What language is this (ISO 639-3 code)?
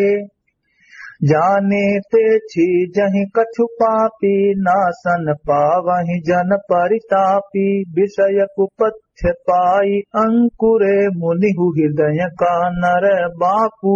awa